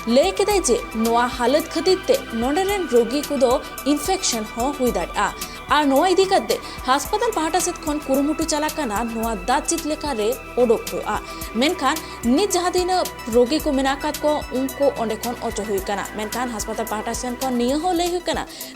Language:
Santali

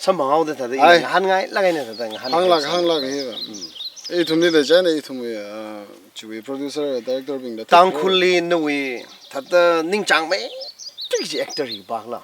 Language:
Tangkhul Naga (India)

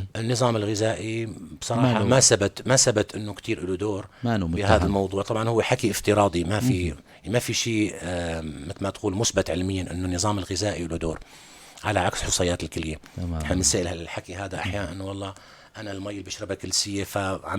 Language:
North Levantine Arabic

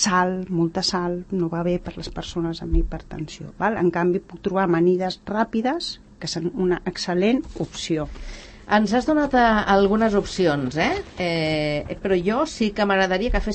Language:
Catalan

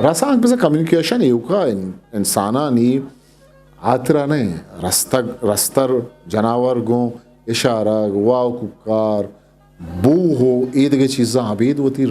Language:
Eastern Balochi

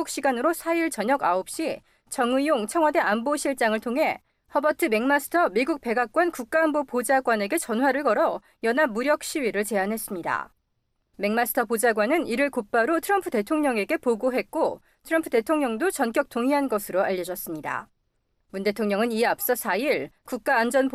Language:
Korean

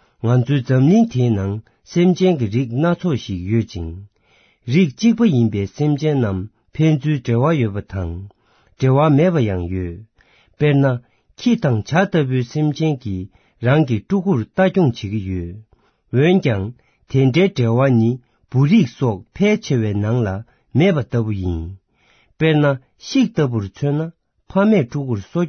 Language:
Tibetan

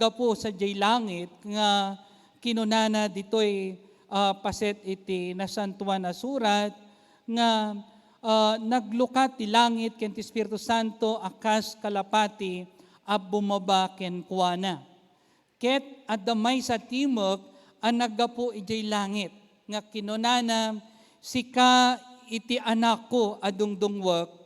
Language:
Iloko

